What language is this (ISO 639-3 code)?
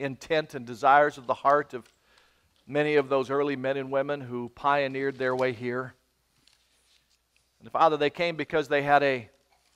eng